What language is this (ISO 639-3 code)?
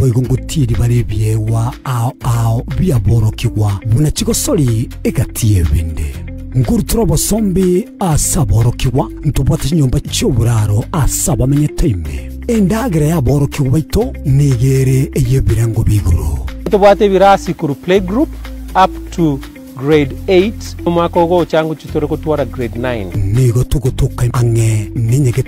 guz